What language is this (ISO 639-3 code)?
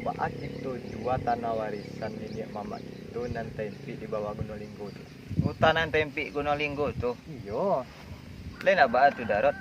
min